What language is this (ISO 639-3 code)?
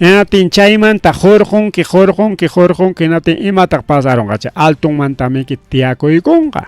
quy